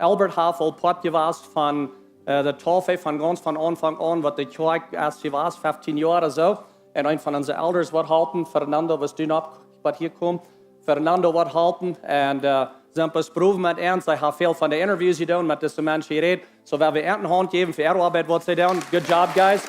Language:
Plautdietsch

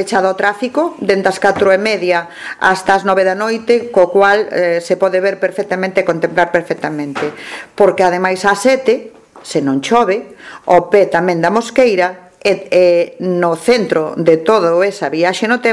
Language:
Galician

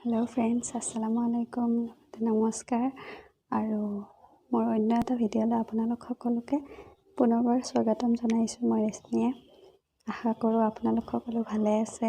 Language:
Assamese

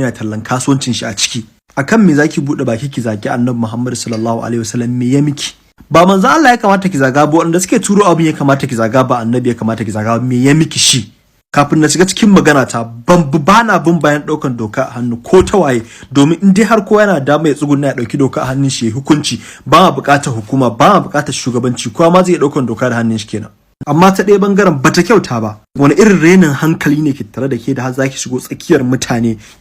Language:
Hausa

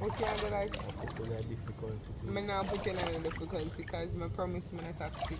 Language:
Jamaican Creole English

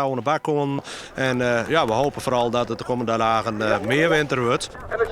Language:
Western Frisian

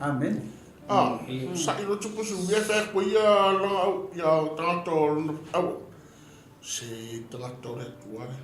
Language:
Samoan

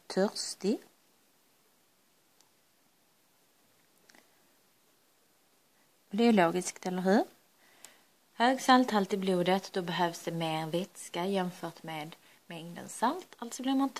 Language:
Swedish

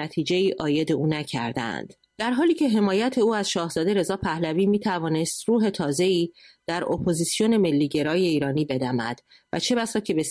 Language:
Persian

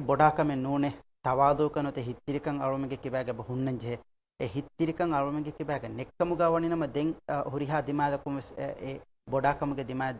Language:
Divehi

